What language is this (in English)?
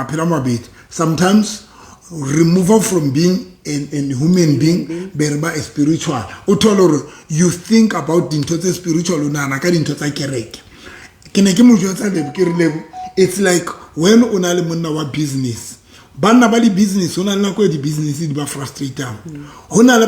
Southern Sotho